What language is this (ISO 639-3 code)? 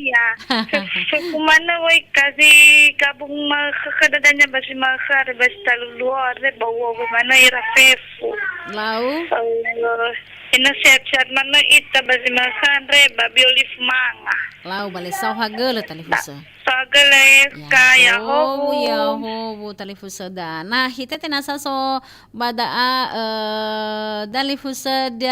nia